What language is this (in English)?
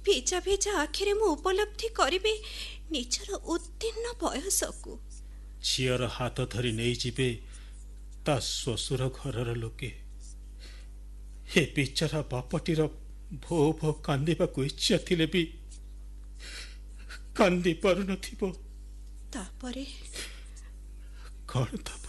Odia